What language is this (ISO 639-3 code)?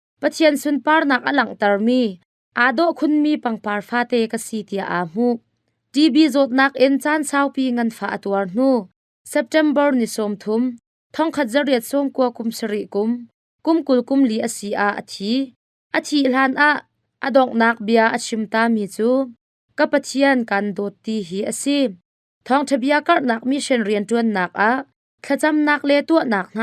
cnh